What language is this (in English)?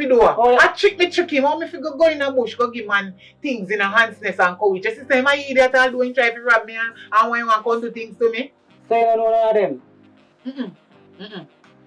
Jamaican Creole English